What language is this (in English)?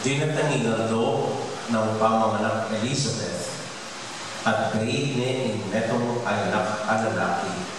Pampanga